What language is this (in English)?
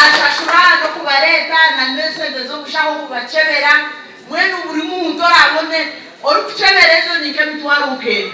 Nyankole